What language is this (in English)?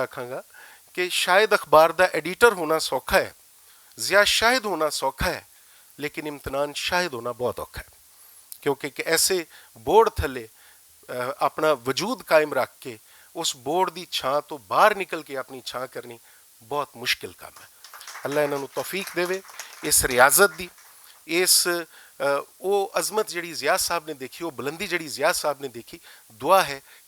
Western Panjabi